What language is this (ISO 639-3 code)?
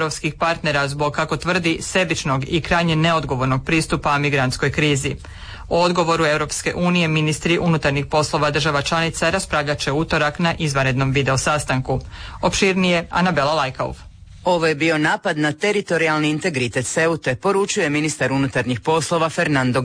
hrv